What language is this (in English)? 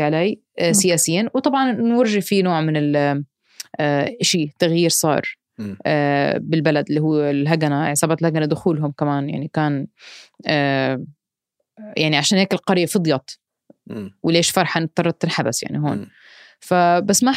North Levantine Arabic